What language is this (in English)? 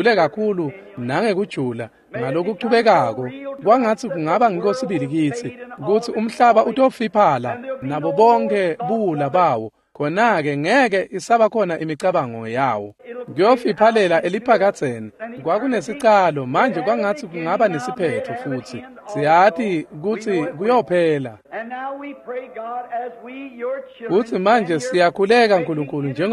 Swati